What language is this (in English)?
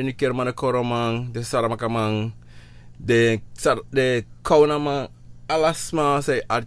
Sranan Tongo